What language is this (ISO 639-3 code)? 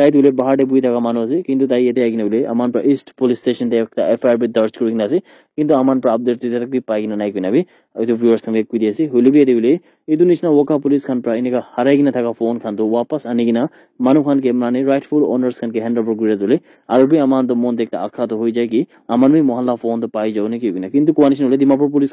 nag